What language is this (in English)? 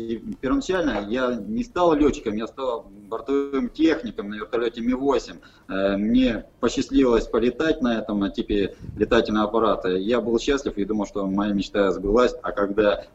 Russian